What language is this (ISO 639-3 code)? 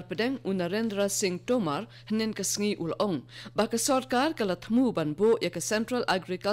kha